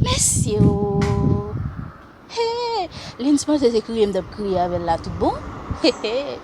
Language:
Haitian Creole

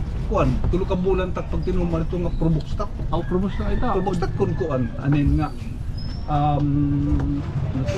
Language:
Waray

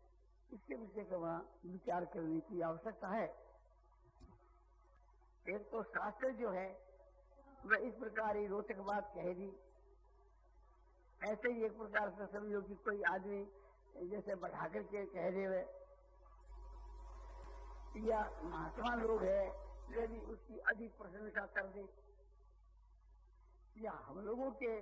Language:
Hindi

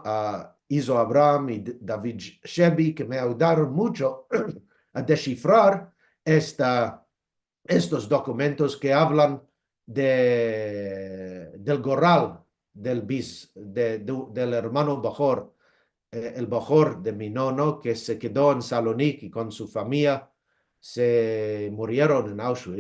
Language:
Ladino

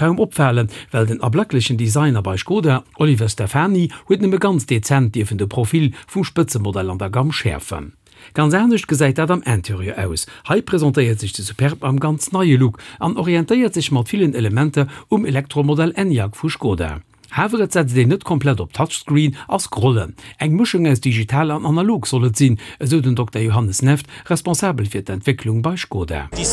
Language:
Luxembourgish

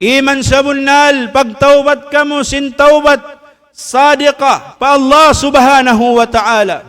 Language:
Tausug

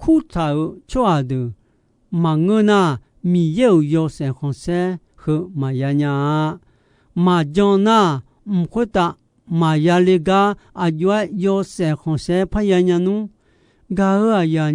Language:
Akha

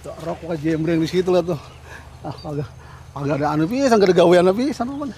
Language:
Betawi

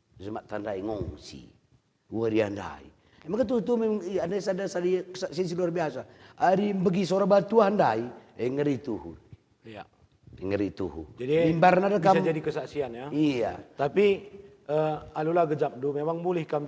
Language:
Batak Karo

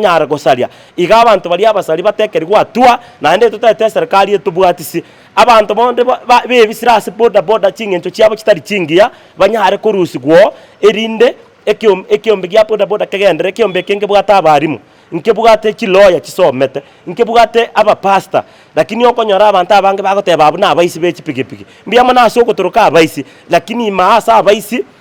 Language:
Gusii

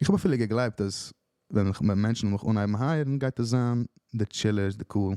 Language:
Yiddish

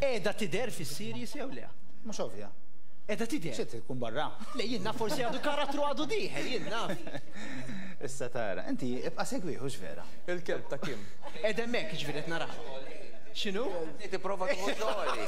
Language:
Maltese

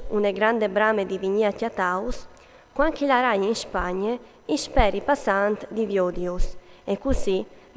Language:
Friulian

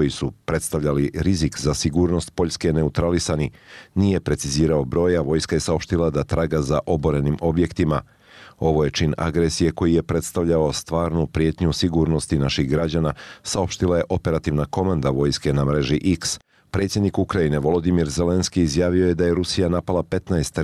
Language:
Bosnian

